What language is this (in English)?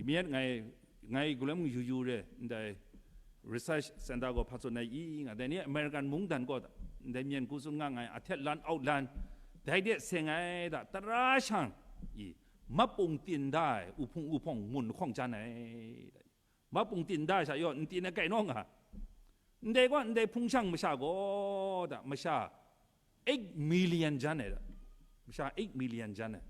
Kachin